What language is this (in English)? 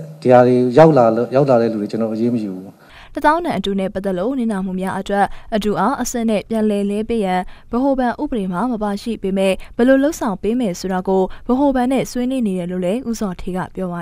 Burmese